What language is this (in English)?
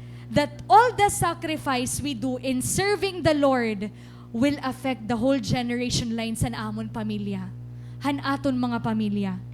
Waray